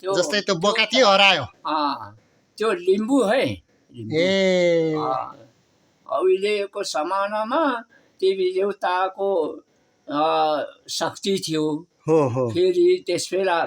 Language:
Nepali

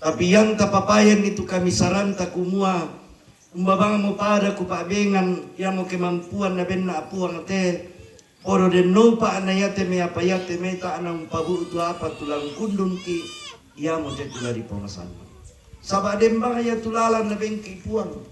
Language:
Toraja-Sa'dan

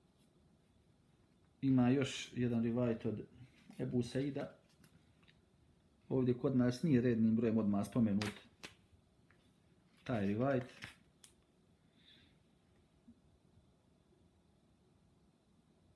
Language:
Bosnian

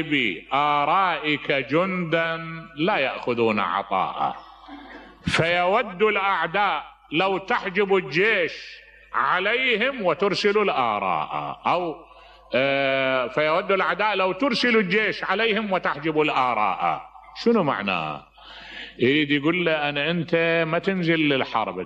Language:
Mesopotamian Arabic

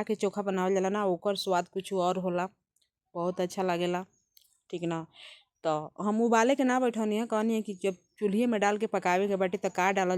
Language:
Bhojpuri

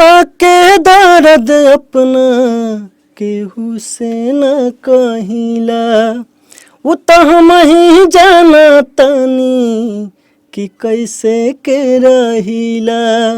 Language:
Bhojpuri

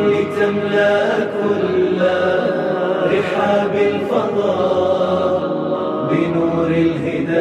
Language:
Arabic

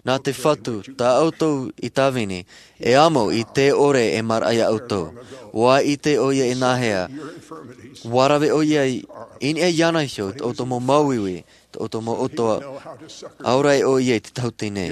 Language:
Tahitian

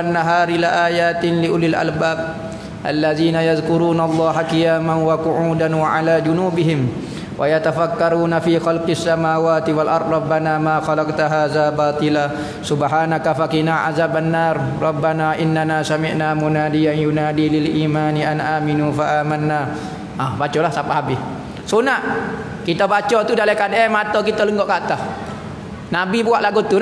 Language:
Malay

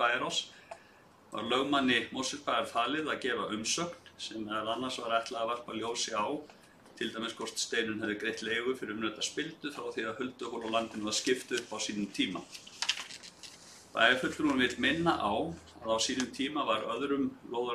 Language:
Icelandic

